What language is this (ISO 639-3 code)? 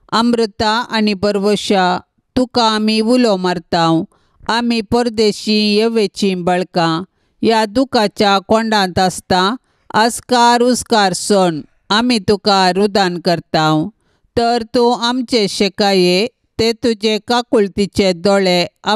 kok